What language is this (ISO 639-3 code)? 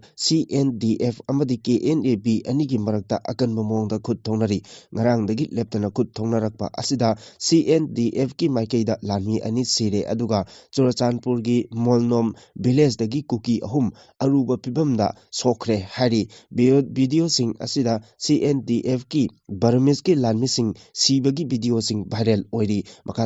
mni